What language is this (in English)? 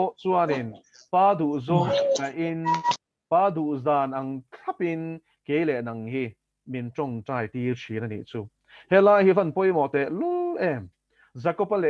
Mizo